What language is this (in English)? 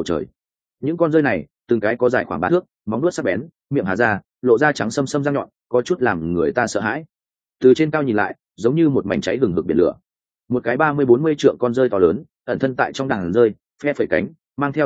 Vietnamese